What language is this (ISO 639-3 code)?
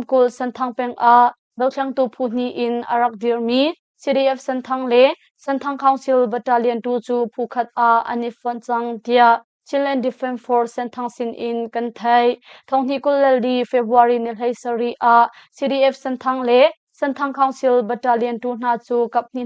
cnh